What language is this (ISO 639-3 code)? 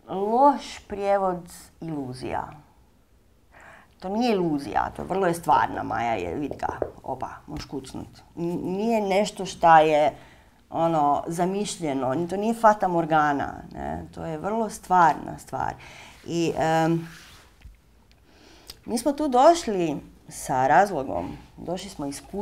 hrv